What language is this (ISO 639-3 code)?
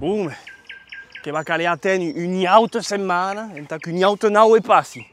oci